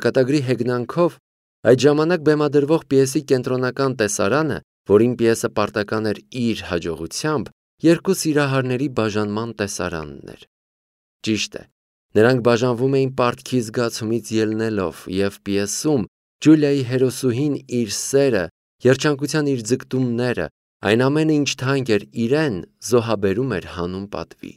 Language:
Armenian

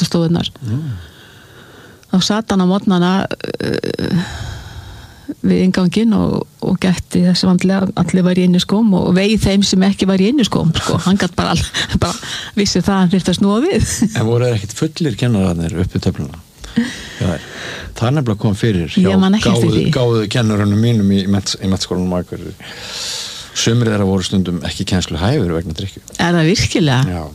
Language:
Icelandic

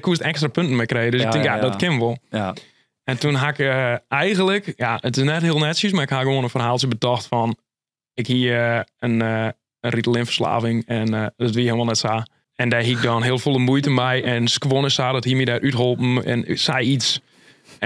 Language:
Western Frisian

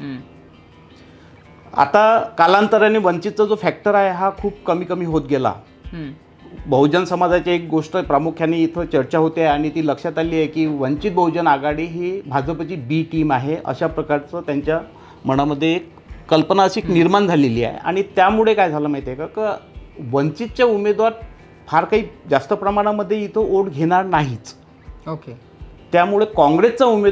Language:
Marathi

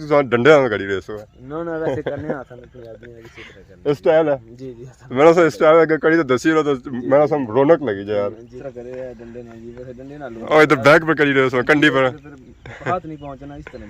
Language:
Pahari-Potwari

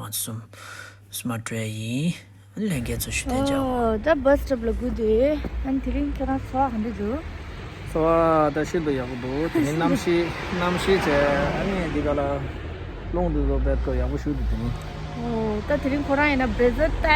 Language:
Tibetan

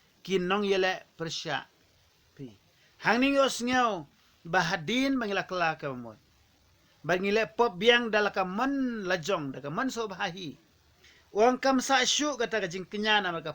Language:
Khasi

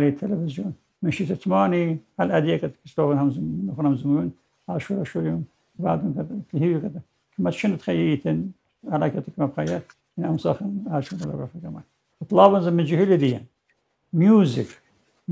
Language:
Assyrian Neo-Aramaic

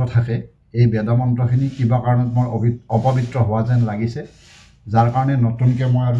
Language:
Assamese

